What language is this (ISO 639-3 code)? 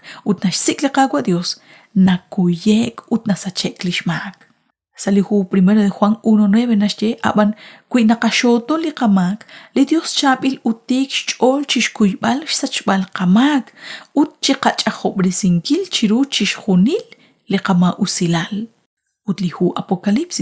kek